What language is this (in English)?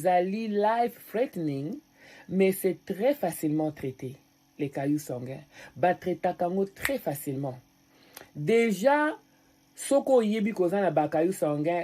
Lingala